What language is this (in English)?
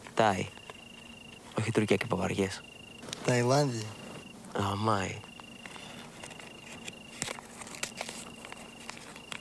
Greek